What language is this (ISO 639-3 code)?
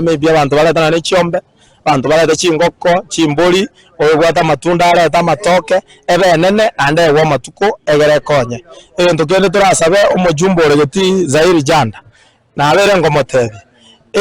guz